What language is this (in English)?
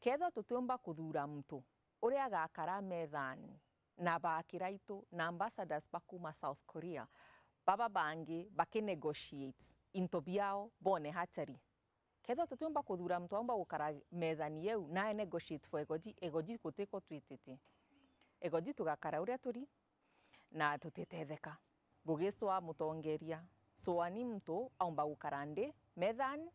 Meru